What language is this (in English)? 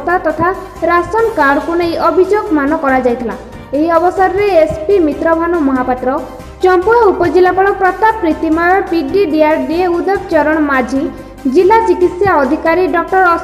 Odia